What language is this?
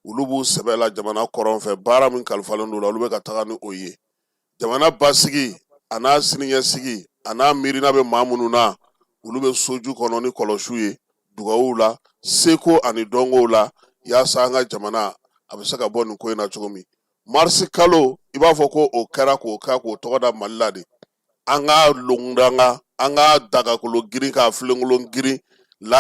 Bambara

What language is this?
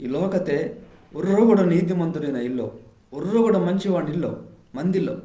Koya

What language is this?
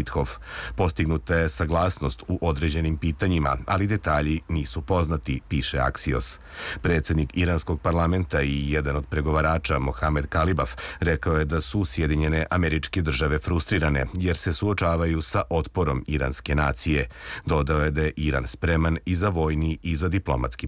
Serbian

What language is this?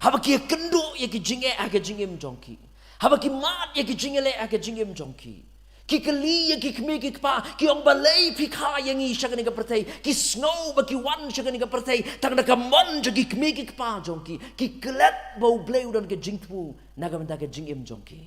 Khasi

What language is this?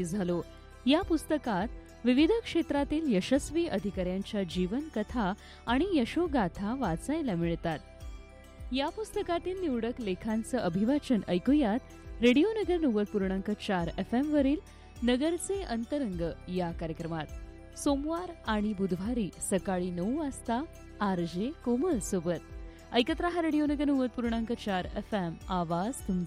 Marathi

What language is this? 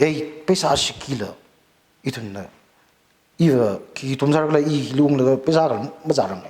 Tangkhul Naga (India)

